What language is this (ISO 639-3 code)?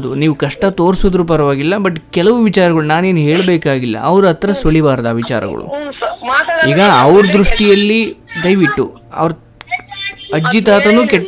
kan